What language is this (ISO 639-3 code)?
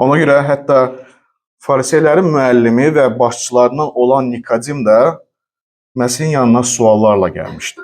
aze